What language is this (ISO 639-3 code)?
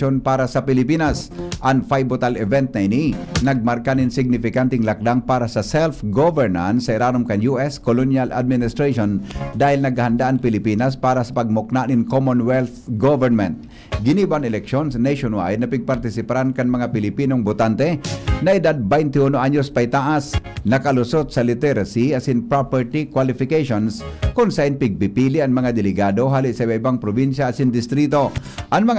bik